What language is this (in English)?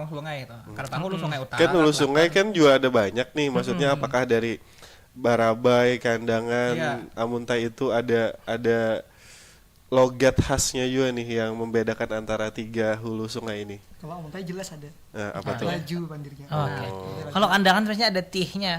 Banjar